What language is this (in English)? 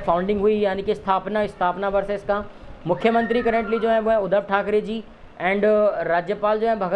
Hindi